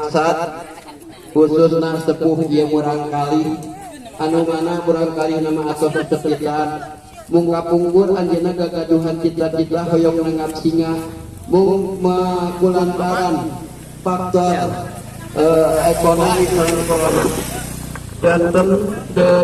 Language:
Sundanese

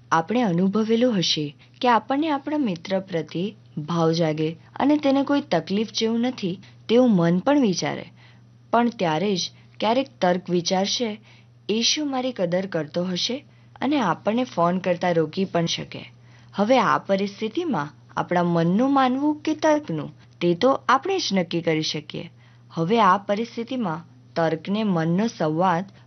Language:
Gujarati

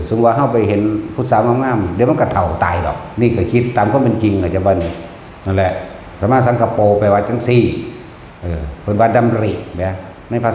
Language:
Northeastern Thai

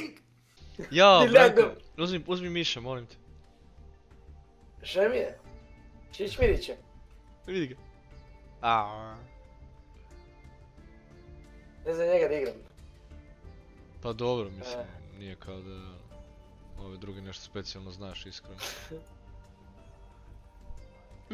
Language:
Serbian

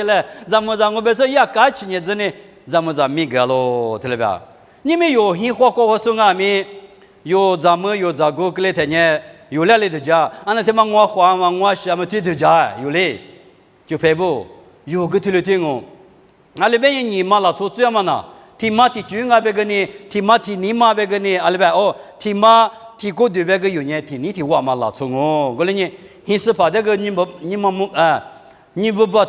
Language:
Lisu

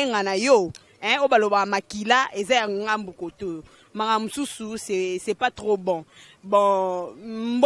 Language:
Lingala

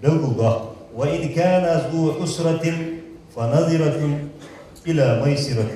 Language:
Ingush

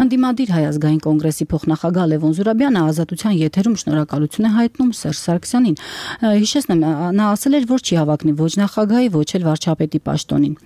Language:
Armenian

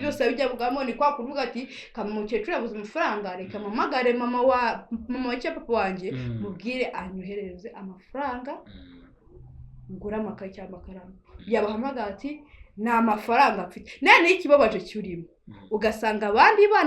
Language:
Kinyarwanda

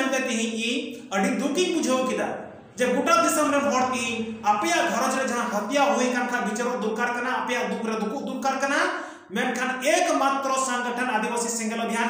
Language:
Santali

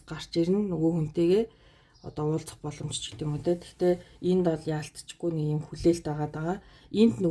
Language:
Mongolian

